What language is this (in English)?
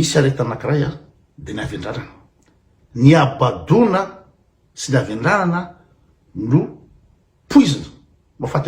Malagasy